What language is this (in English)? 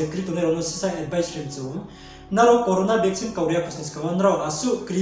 Riang (India)